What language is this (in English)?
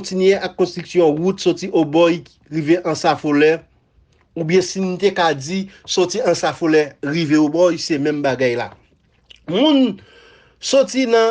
Haitian Creole